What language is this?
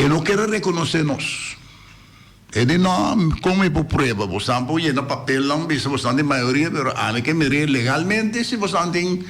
Papiamento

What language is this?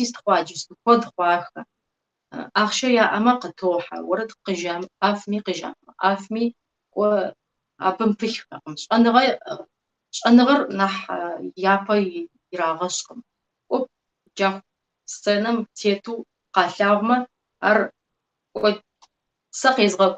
Kabardian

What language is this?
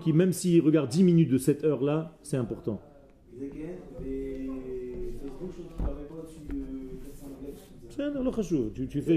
French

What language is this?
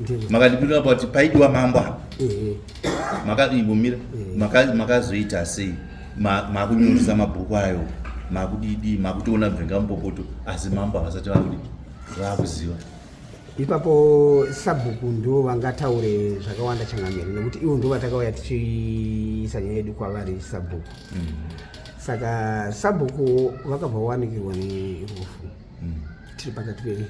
Shona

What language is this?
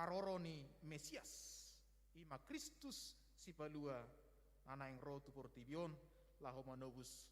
Batak Toba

